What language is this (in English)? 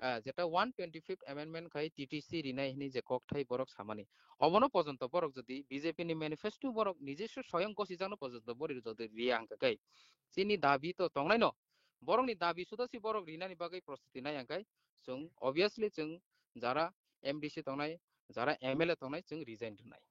Kok Borok